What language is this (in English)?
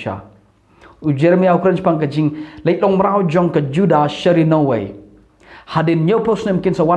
Khasi